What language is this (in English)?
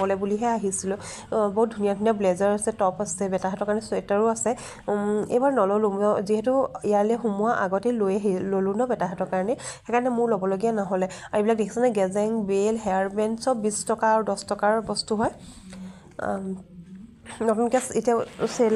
Assamese